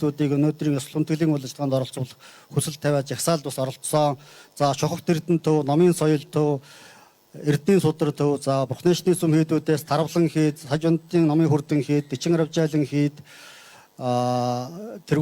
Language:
Mongolian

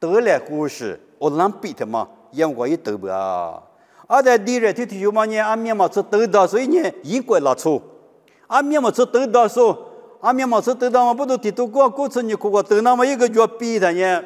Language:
Lisu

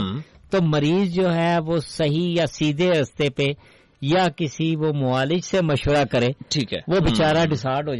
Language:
Urdu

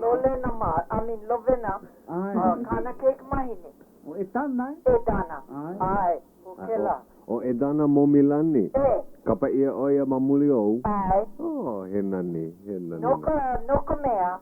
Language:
Hawaiian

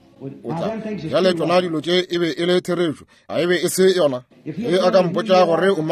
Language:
Northern Sotho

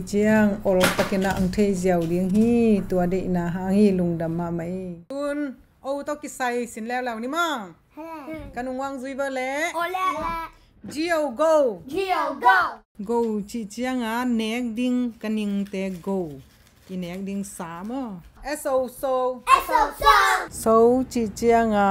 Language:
Tedim Chin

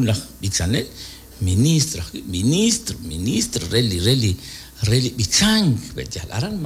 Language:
Kekchí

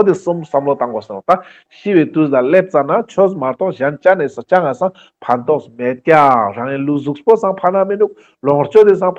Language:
Ladakhi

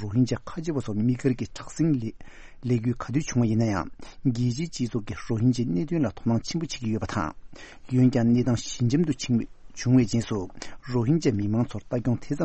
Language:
Tibetan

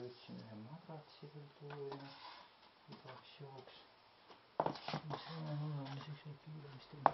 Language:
Estonian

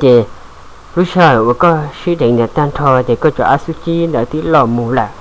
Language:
Hmong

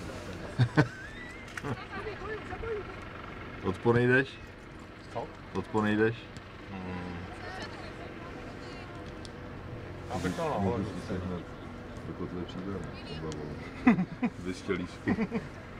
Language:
Czech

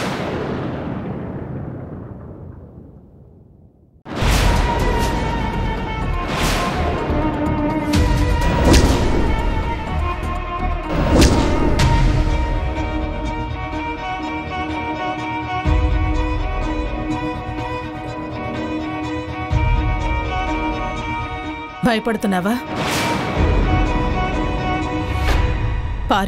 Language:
Telugu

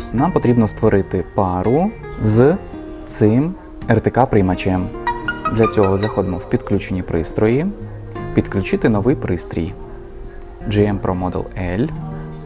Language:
Ukrainian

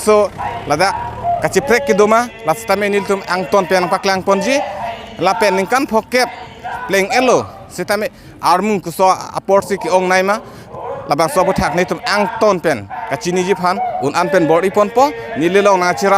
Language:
Karbi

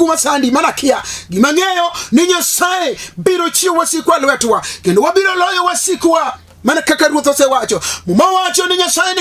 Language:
Luo (Kenya and Tanzania)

